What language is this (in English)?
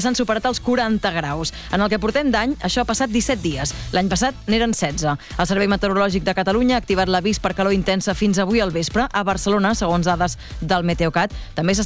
Catalan